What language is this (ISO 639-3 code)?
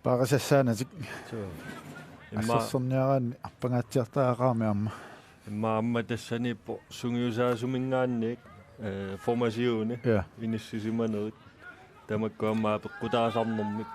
kal